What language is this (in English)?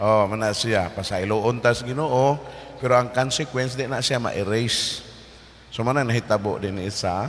Cebuano